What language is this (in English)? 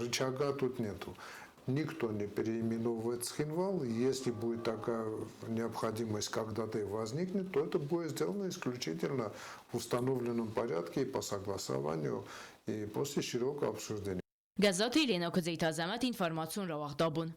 Ossetic